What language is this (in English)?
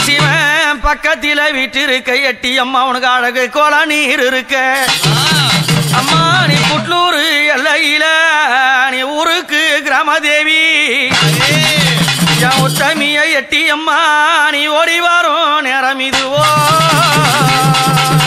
Tamil